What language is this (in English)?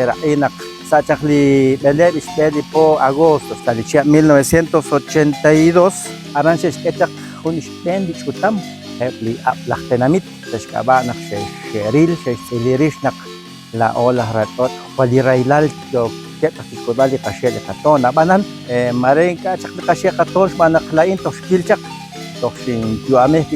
Kekchí